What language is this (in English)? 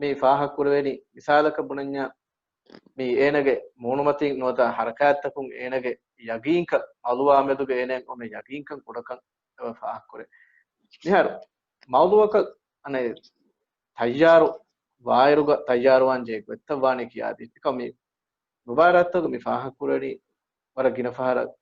Divehi